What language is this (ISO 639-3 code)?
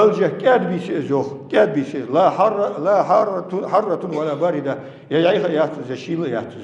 inh